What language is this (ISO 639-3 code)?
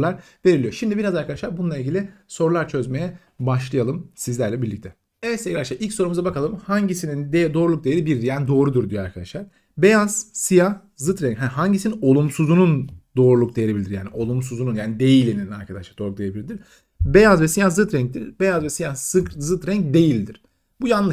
tur